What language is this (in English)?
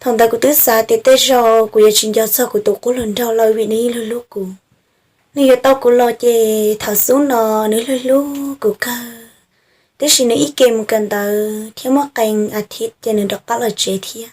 Hmong